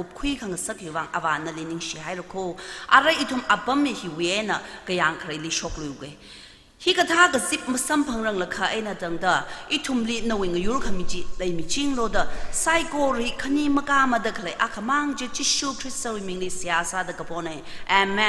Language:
Tangkhul Naga (India)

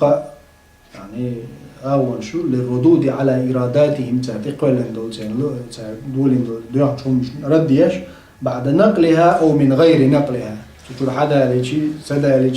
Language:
Chechen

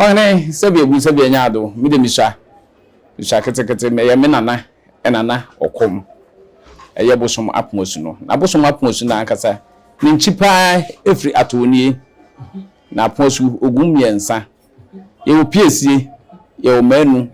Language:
Akan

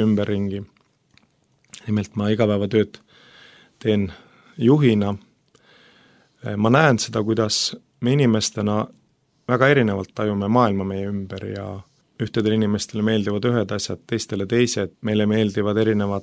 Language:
Estonian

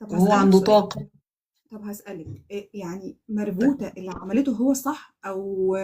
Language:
Egyptian Arabic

